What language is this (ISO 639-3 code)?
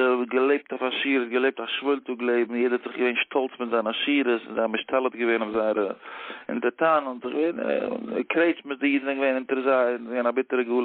yid